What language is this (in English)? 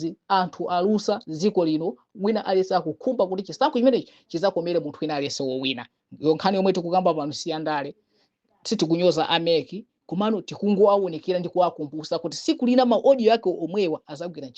Nyanja